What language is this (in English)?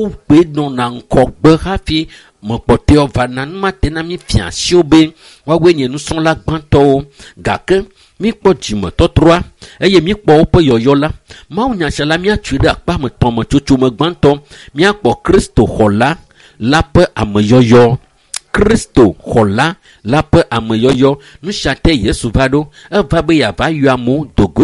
Ewe